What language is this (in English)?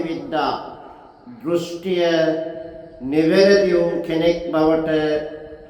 Sinhala